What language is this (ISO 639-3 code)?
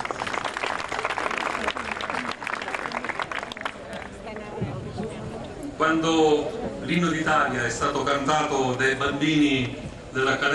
ita